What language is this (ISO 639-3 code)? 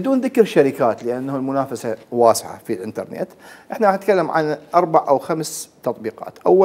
acm